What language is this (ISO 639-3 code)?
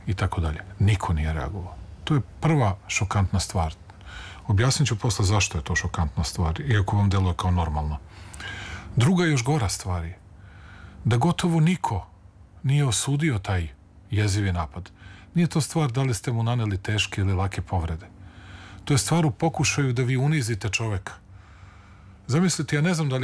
srp